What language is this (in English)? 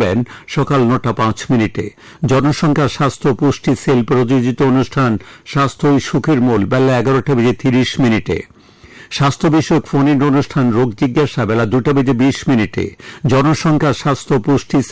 Bangla